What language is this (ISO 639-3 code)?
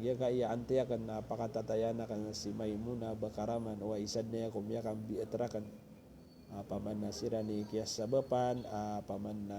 mrw